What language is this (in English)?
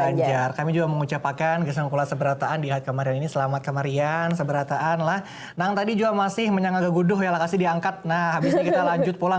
Banjar